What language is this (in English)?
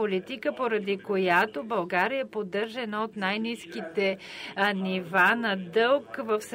Bulgarian